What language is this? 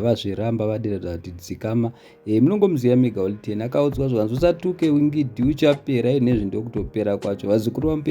Shona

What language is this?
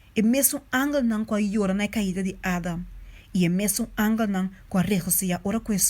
Papiamento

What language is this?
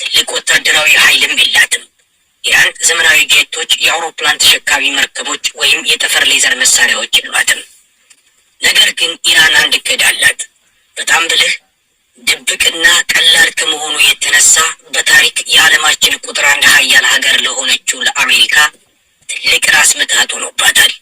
Amharic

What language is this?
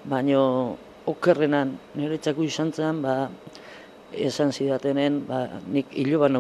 Basque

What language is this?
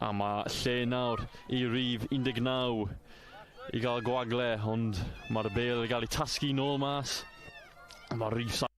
Welsh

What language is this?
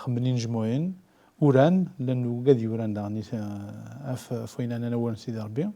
Kabyle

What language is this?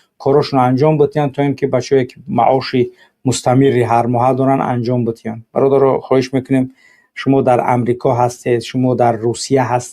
Tajik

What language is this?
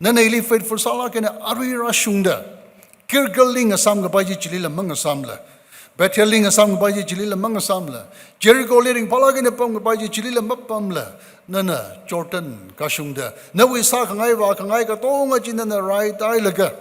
Tangkhul Naga (India)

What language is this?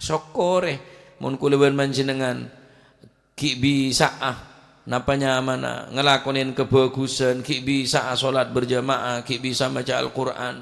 Madurese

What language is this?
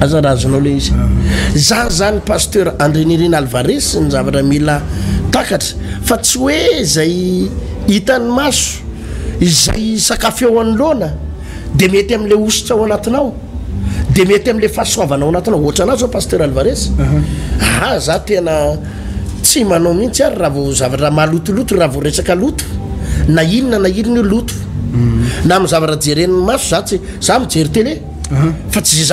Malagasy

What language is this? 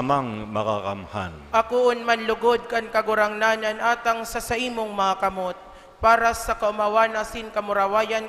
Bikol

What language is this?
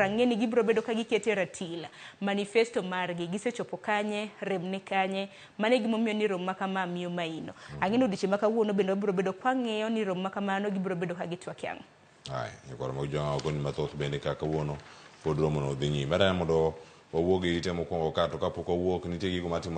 Luo (Kenya and Tanzania)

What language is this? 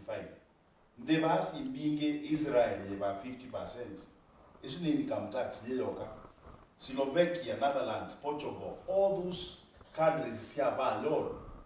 Kamba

